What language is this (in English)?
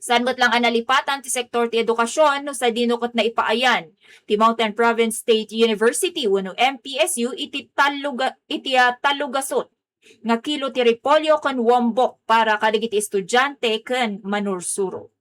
Iloko